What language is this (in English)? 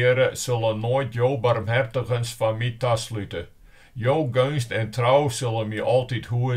Western Frisian